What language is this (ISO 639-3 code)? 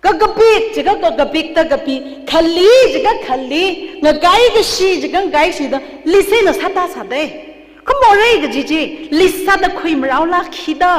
nmf